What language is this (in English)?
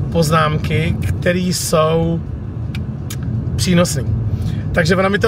Czech